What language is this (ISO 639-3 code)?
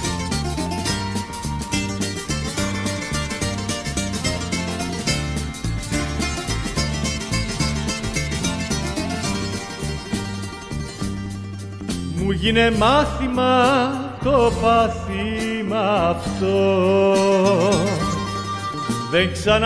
ell